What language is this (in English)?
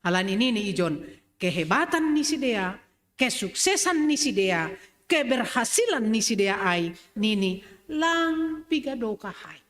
Batak Simalungun